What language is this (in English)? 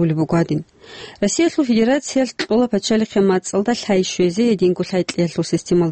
Avaric